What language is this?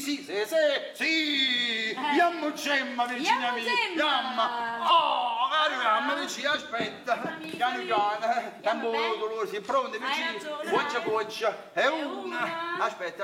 Neapolitan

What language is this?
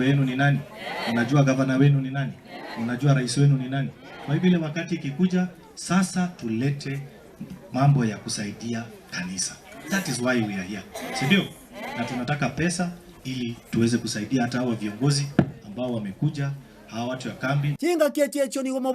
Gusii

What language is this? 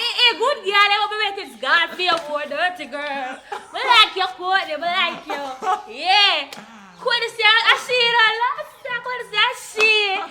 Jamaican Creole English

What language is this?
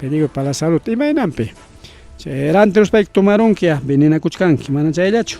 Ayacucho Quechua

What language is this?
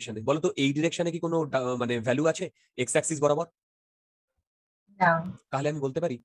Bangla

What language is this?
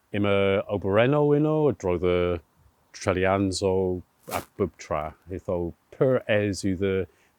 Cornish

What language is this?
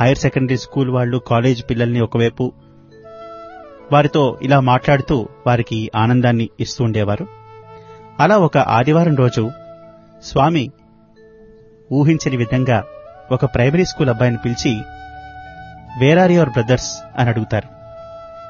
Telugu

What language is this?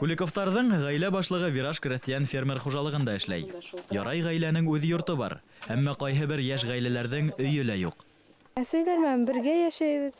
Bashkir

